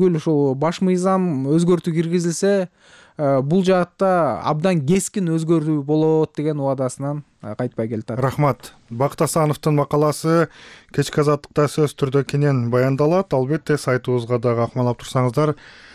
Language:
Kyrgyz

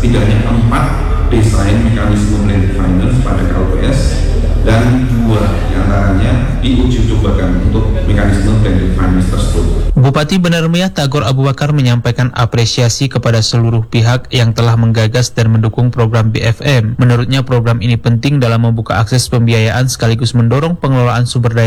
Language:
Indonesian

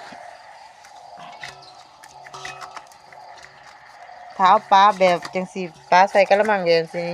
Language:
Lao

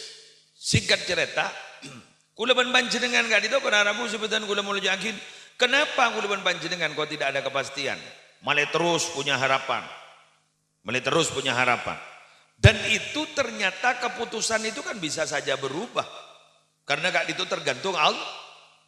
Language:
Madurese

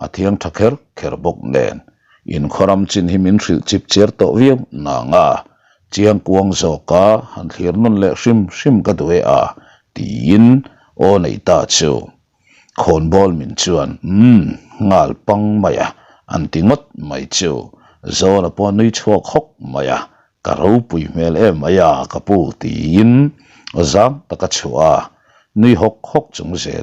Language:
Mizo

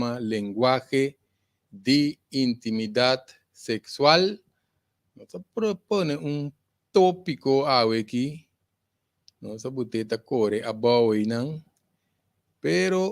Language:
Papiamento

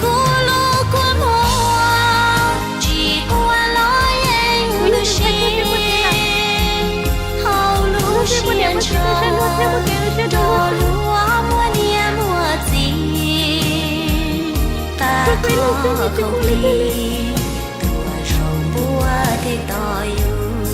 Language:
Hmong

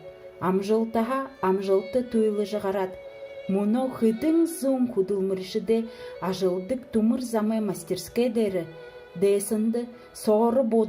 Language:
Buriat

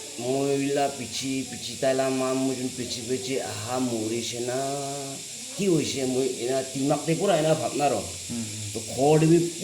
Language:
Naga Pidgin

